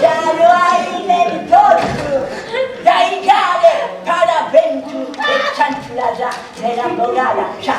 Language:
Sardinian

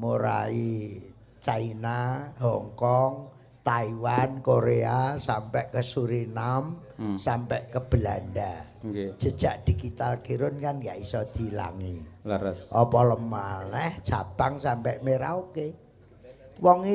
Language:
Javanese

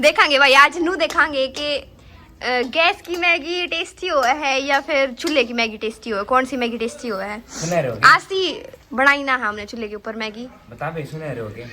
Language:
Haryanvi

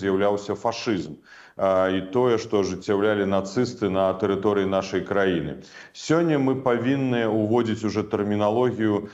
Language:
Belarusian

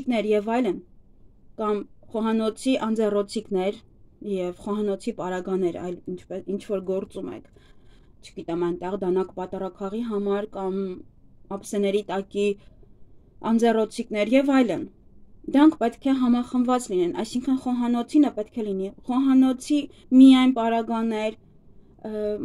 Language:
Armenian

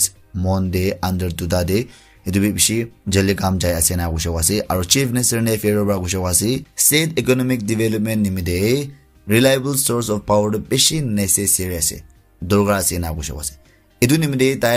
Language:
Naga Pidgin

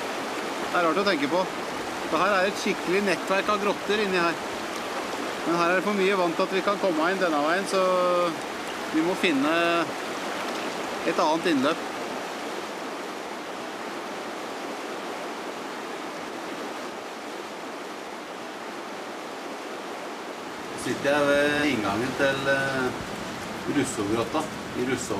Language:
Norwegian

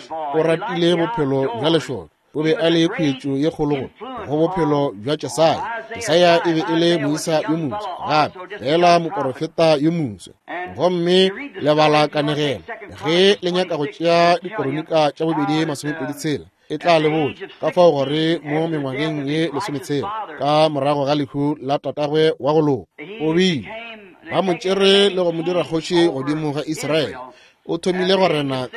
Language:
Northern Sotho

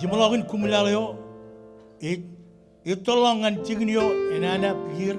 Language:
Marshallese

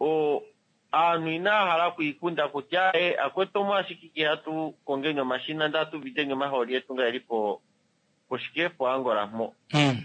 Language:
Kuanyama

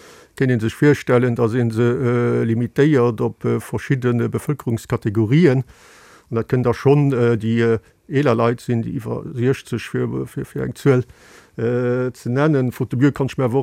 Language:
Luxembourgish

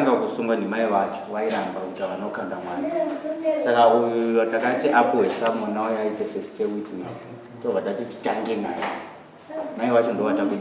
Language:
Shona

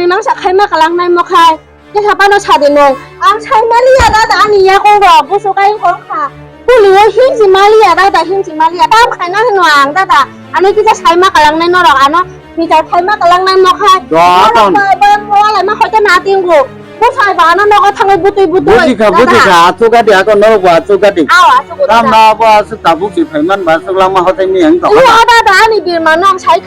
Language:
Kok Borok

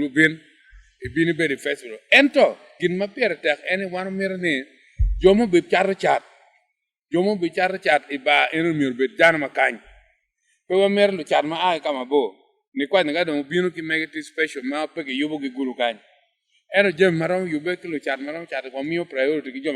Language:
Acoli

